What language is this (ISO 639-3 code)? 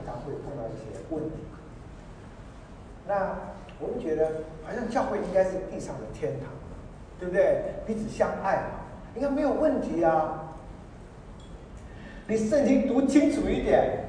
zho